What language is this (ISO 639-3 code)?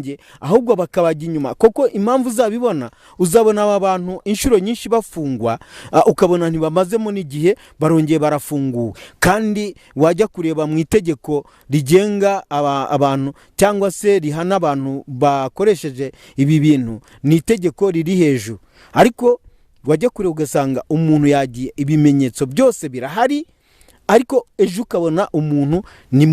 kin